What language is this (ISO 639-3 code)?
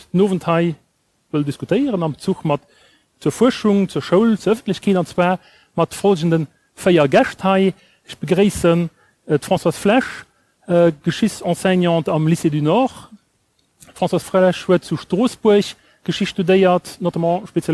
ltz